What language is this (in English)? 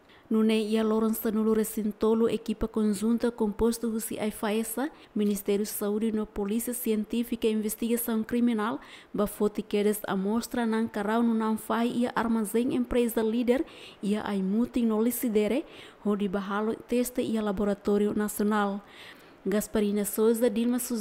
Tetum